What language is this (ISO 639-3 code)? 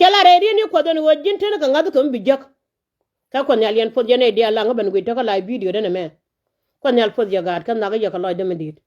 nus